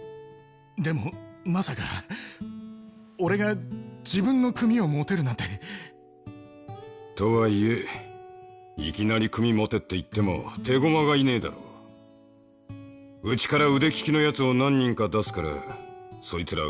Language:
Japanese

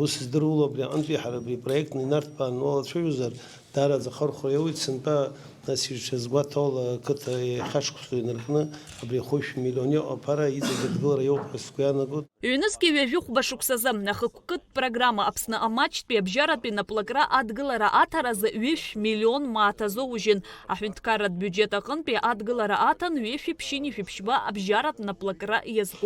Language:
Abkhazian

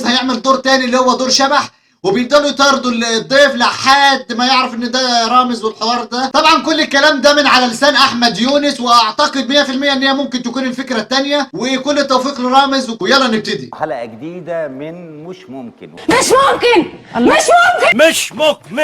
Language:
Egyptian Arabic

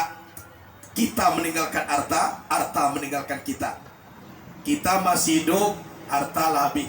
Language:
Minangkabau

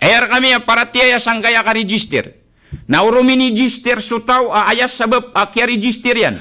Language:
Maranao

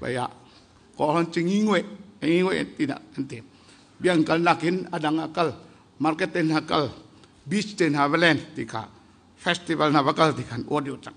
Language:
Hakha Chin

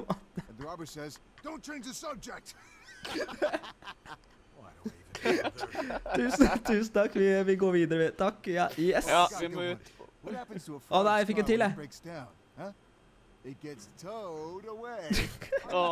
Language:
Norwegian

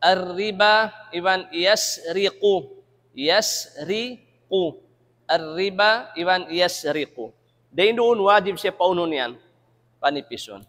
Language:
Tausug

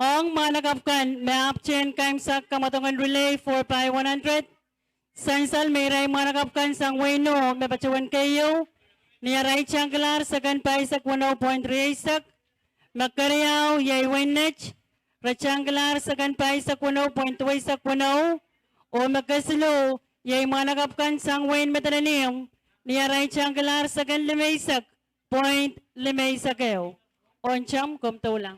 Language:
Pohnpeian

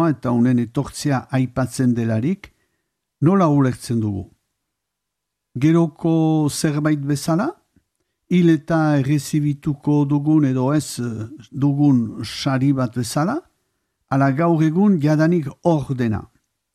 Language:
Basque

